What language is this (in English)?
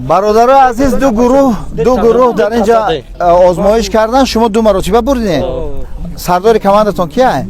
Tajik